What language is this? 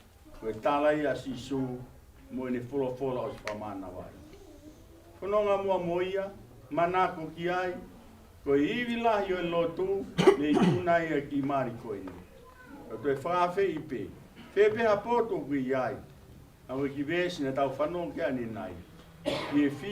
Tongan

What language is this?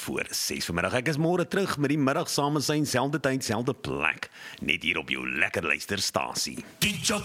Afrikaans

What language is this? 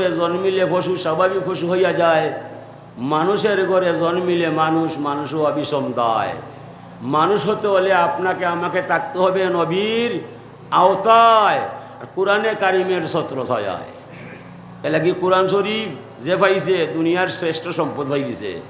Sylheti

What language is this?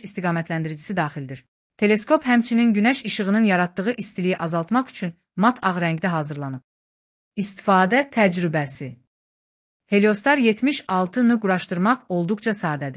Azerbaijani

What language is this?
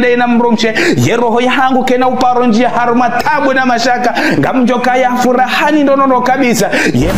Ngazidja Comorian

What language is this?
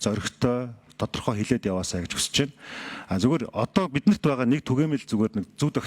Mongolian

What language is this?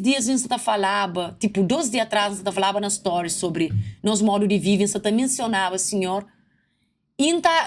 Kabuverdianu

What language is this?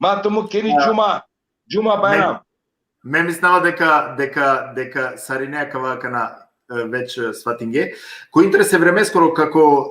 Balkan Romani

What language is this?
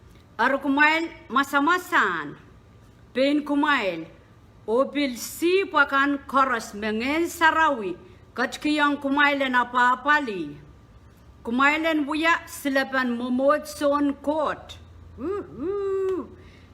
Pohnpeian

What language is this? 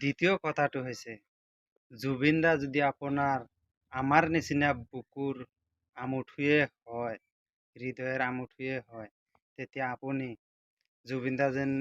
Assamese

